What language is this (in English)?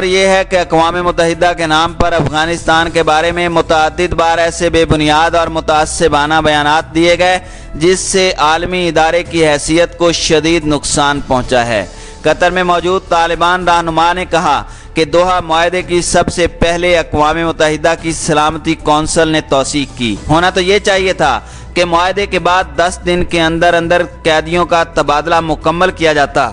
Urdu